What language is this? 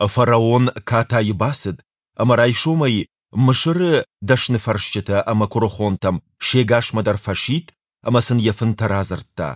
Ossetic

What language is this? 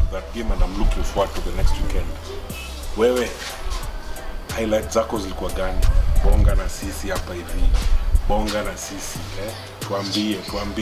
Swahili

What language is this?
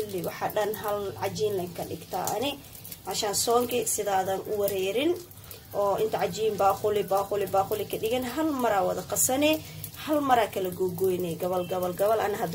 Somali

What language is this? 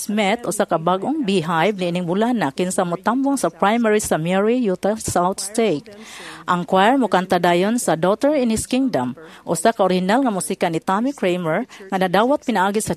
Cebuano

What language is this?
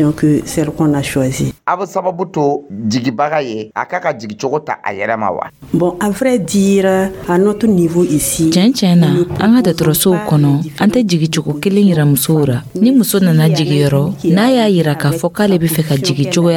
Dyula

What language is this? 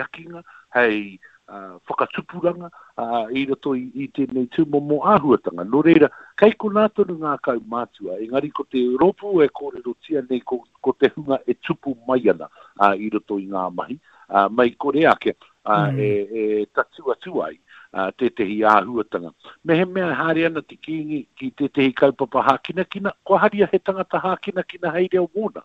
Māori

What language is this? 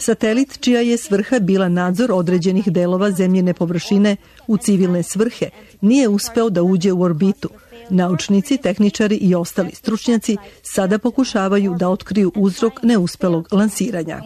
Serbian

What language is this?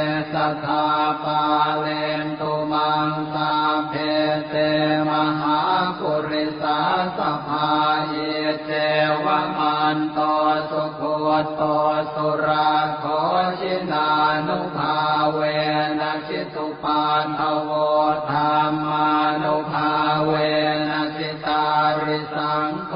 Pali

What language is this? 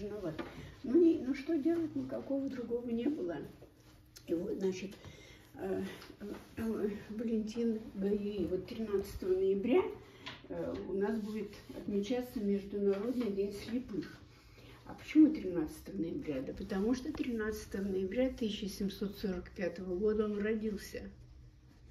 Russian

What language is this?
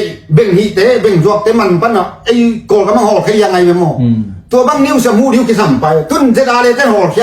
Tedim Chin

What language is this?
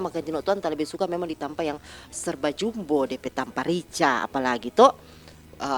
Manado Malay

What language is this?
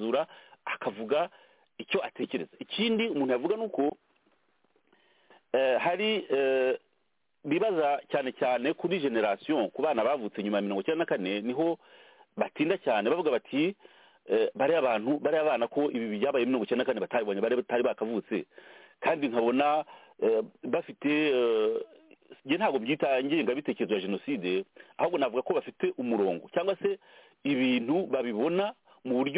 Kinyarwanda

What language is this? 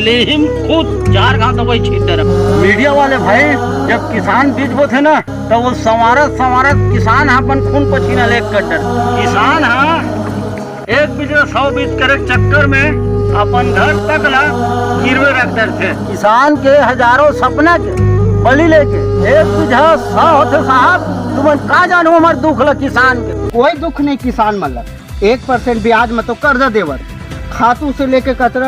Chhattisgarhi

